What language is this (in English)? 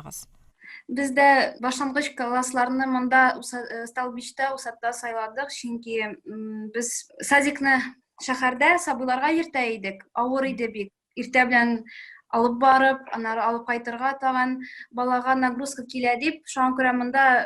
Tatar